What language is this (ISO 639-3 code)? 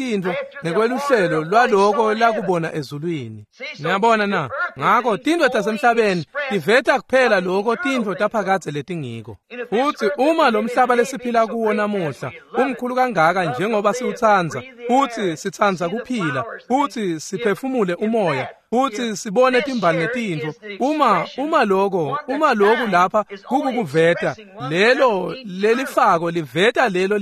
ssw